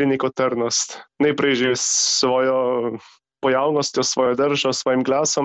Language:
Slovenian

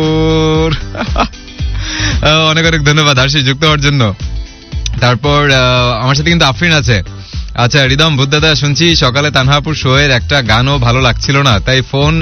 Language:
Bangla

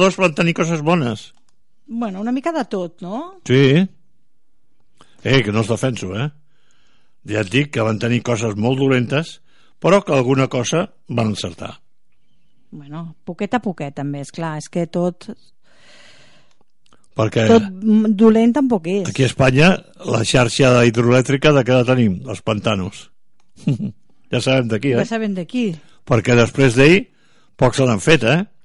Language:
Catalan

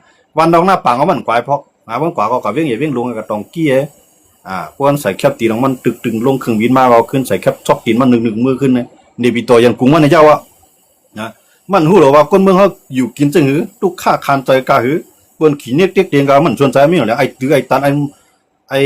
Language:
Shan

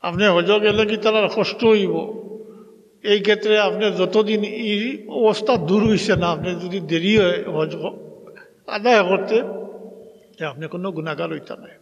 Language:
Sylheti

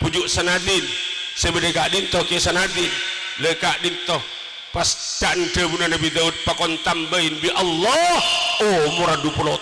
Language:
Madurese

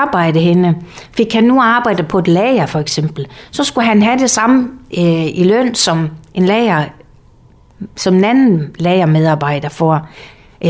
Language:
Danish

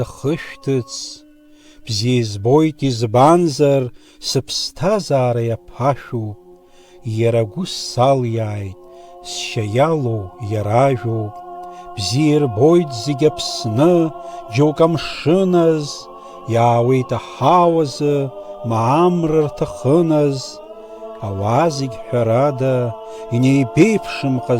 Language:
Abkhazian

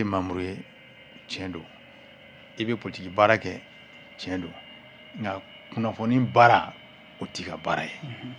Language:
Bambara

